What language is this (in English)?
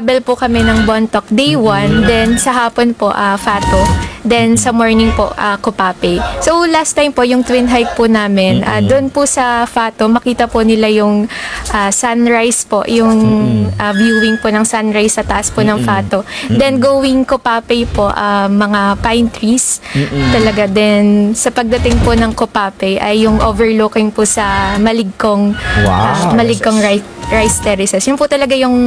Filipino